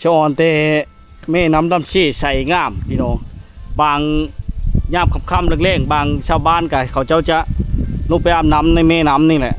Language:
Lao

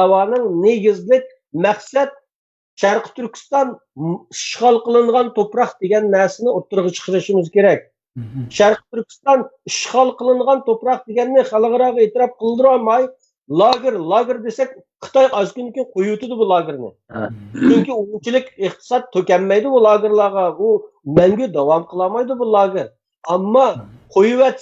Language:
Uyghur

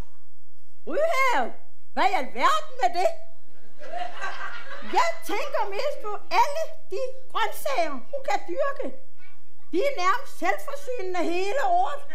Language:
Danish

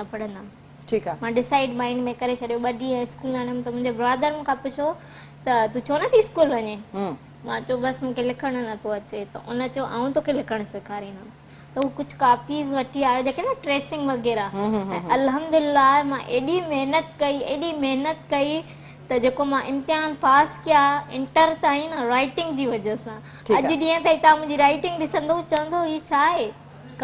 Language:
Sindhi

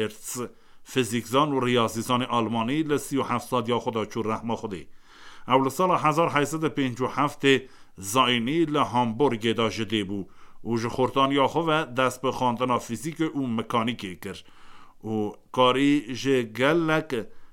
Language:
Kurdish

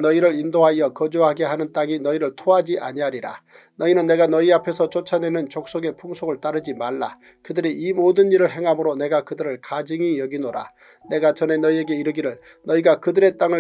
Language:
Korean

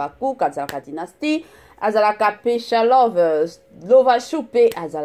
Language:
Lingala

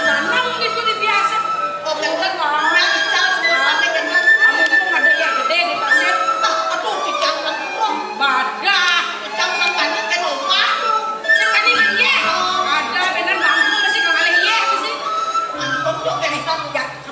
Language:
Balinese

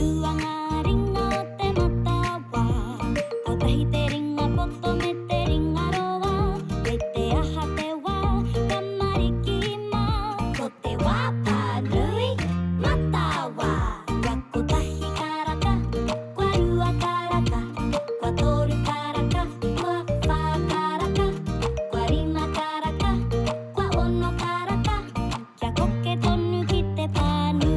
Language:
Māori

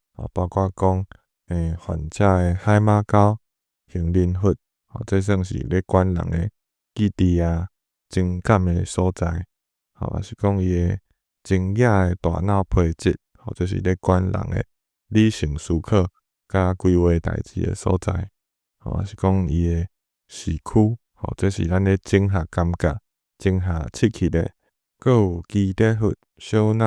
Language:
Min Nan Chinese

